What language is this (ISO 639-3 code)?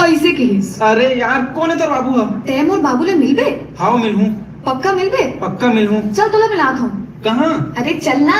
hne